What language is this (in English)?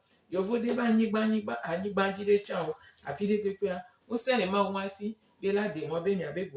Gen